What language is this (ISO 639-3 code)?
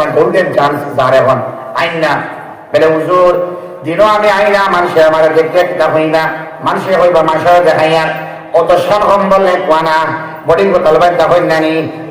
syl